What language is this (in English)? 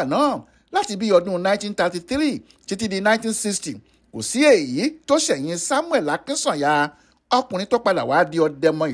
Yoruba